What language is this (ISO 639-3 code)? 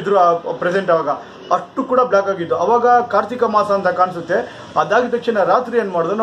kan